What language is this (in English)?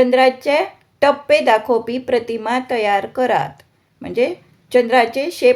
Konkani